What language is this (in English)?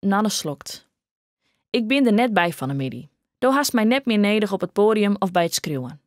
Western Frisian